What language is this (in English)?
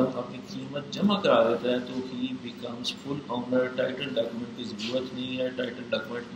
Urdu